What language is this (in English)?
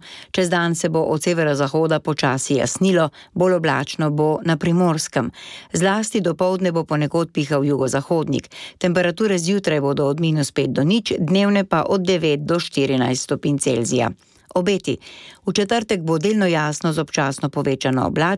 Slovenian